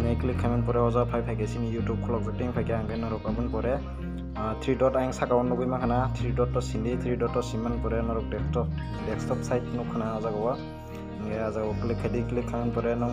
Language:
Kok Borok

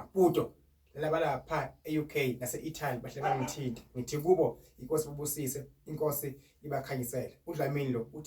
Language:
Zulu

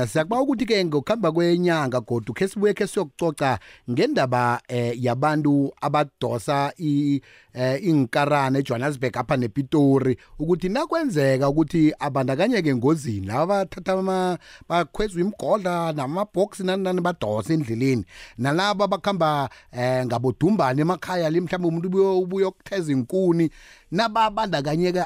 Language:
South Ndebele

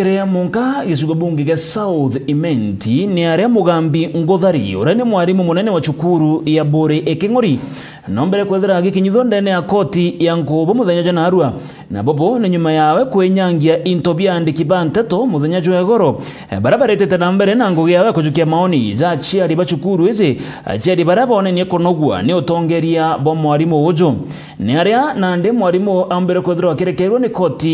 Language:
Meru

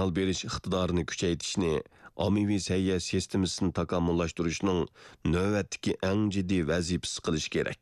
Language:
Uyghur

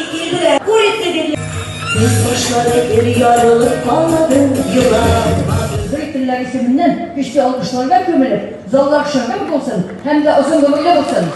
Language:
Tatar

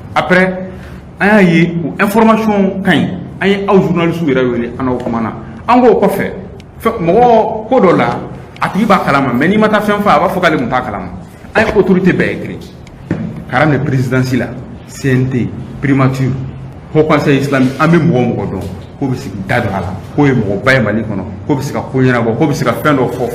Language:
Bambara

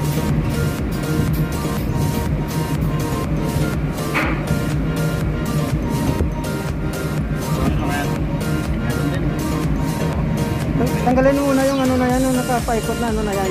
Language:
Filipino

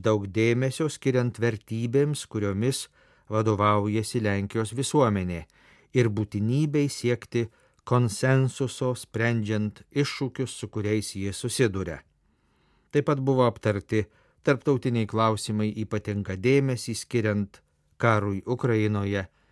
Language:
Lithuanian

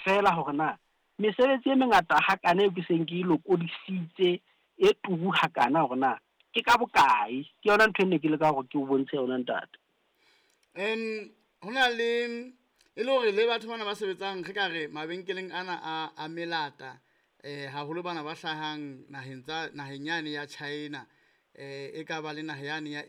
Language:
Southern Sotho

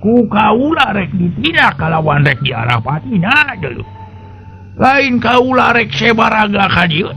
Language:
Sundanese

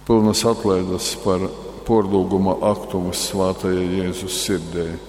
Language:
Latgalian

